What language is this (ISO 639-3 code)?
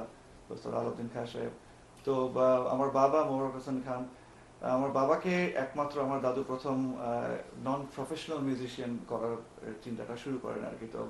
ben